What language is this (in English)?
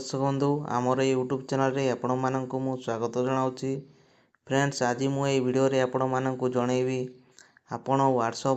Odia